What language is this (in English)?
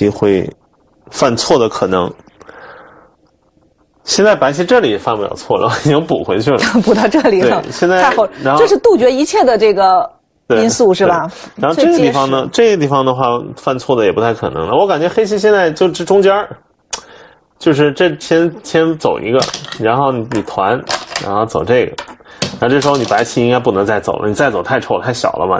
Chinese